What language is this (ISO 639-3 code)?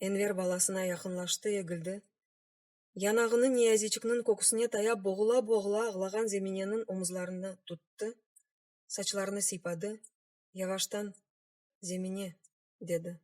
crh